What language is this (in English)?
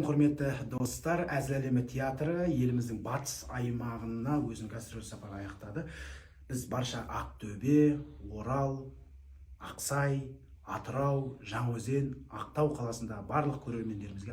Kazakh